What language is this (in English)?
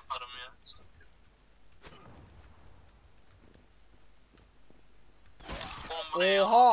Turkish